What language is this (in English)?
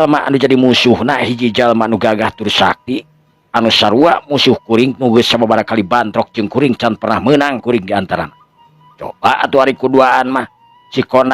Sundanese